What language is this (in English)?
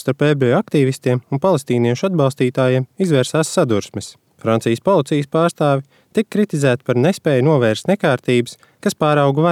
Latvian